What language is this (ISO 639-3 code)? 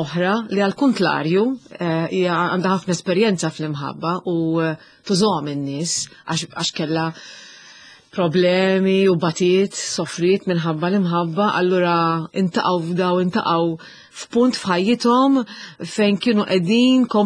mlt